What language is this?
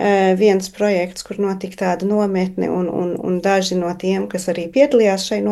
Latvian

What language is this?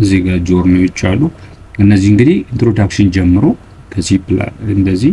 Amharic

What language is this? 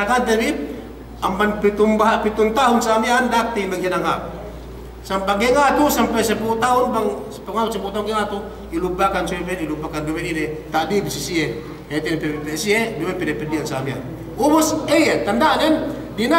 Yakan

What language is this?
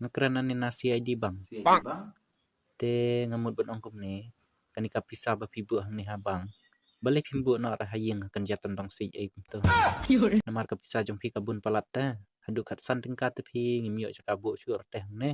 Khasi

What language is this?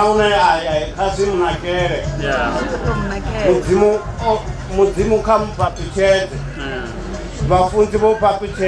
Venda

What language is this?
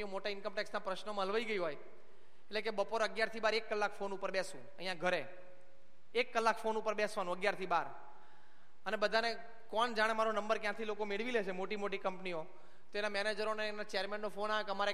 Gujarati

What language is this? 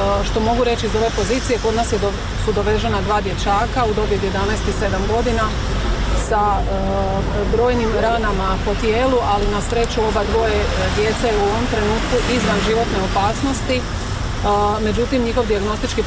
Bosnian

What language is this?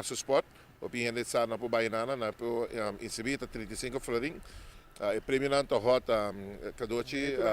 Papiamento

